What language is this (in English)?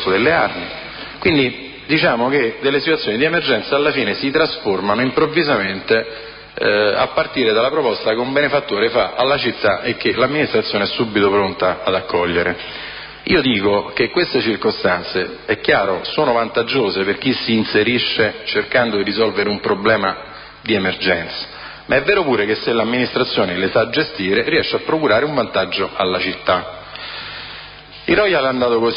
Italian